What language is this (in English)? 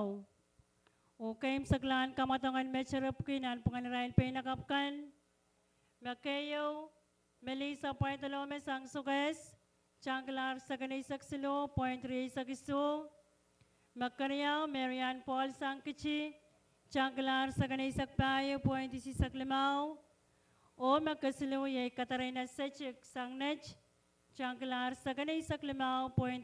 Pohnpeian